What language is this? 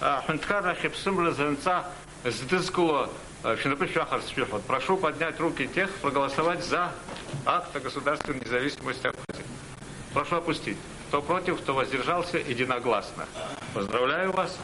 Abkhazian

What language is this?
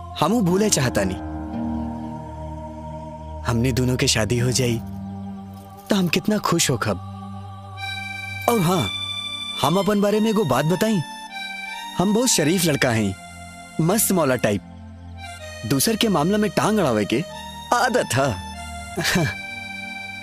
Bhojpuri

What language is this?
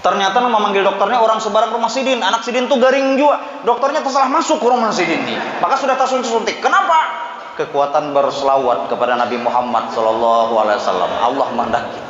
Banjar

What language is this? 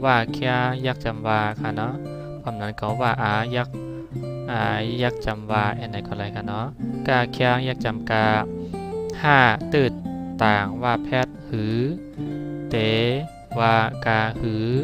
Shan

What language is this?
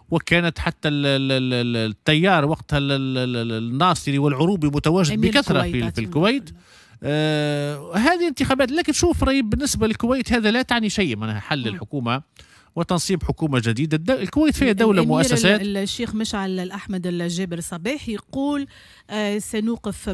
Tunisian Arabic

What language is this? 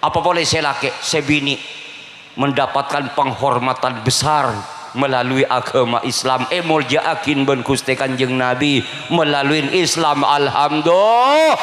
Madurese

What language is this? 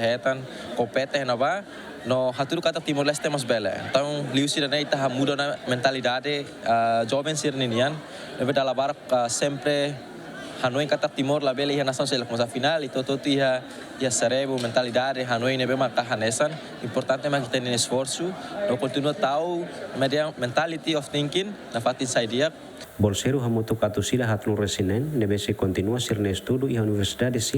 Tetum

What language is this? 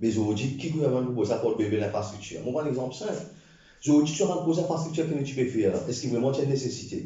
Morisyen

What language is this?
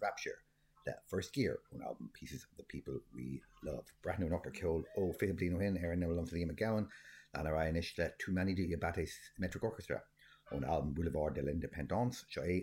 Irish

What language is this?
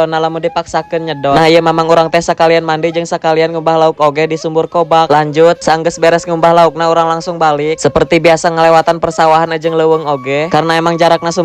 Sundanese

